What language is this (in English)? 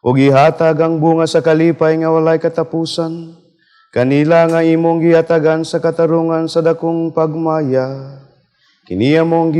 Cebuano